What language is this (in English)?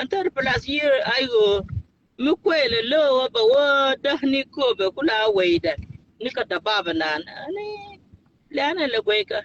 Nuer